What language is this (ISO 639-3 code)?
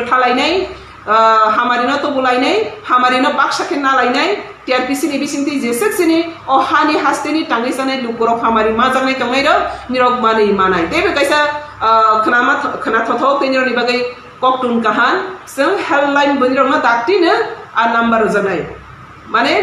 trp